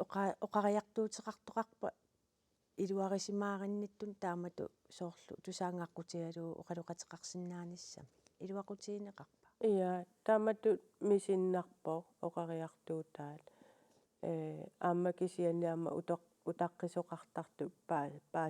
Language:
Kalaallisut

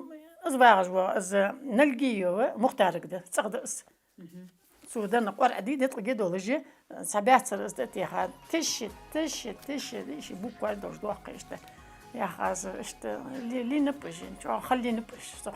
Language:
Ingush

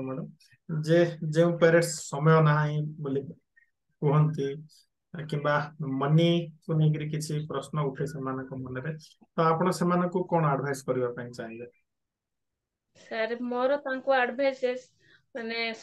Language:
Odia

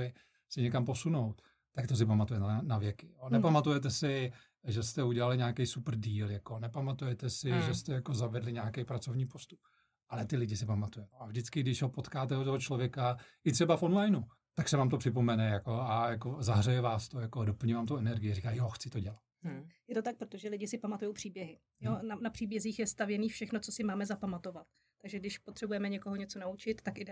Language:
Czech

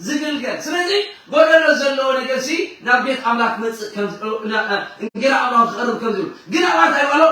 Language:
Tigrinya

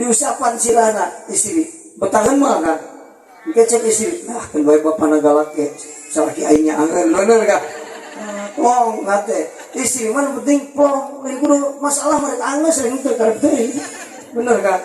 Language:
Sundanese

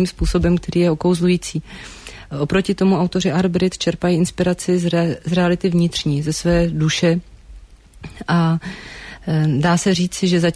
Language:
Czech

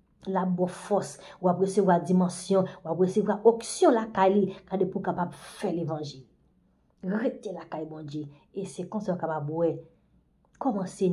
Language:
Haitian Creole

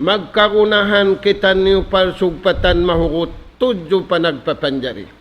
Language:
Tausug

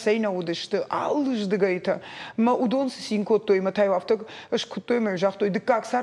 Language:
Ossetic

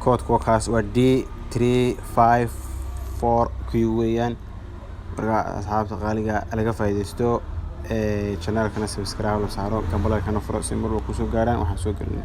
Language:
Somali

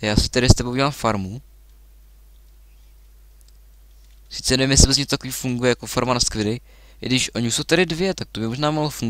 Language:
Czech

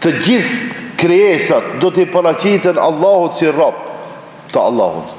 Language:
Albanian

